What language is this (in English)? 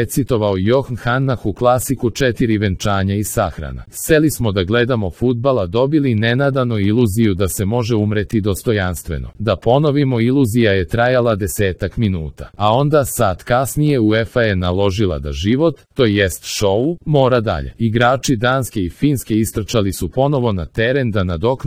Serbian